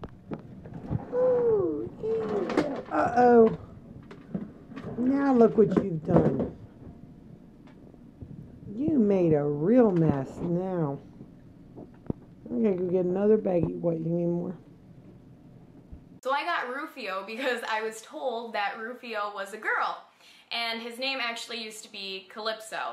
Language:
English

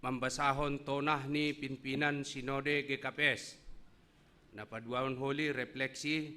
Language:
Batak Simalungun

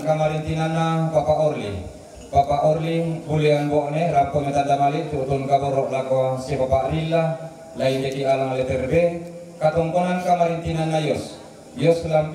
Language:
Toraja-Sa'dan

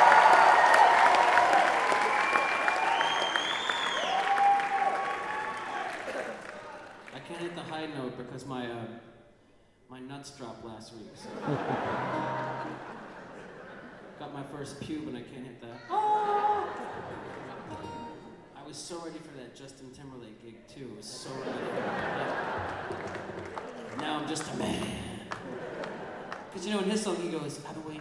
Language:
English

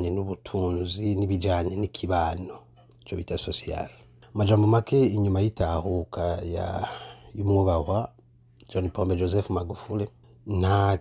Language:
Rundi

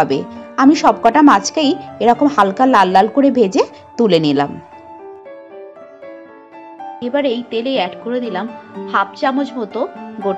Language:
Bangla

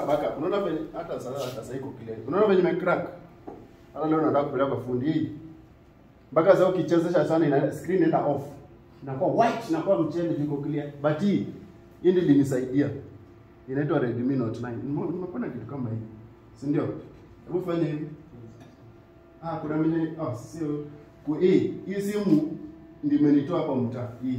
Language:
Swahili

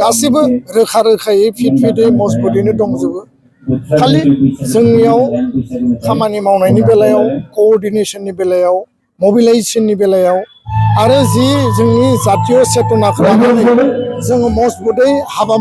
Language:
Bodo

